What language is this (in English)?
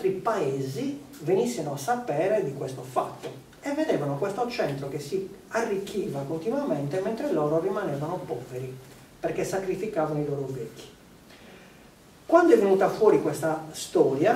Italian